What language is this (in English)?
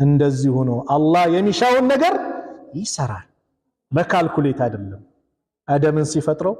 Amharic